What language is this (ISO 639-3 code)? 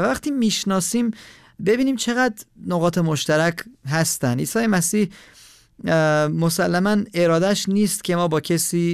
fas